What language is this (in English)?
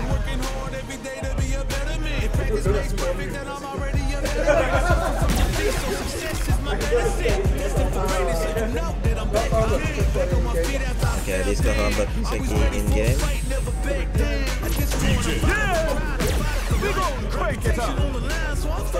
Norwegian